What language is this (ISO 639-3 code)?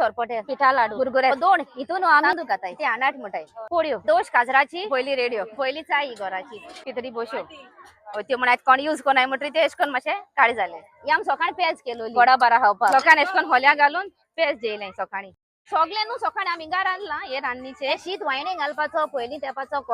kok